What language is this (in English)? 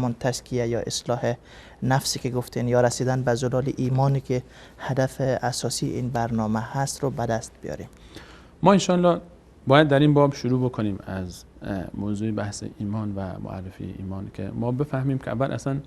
Persian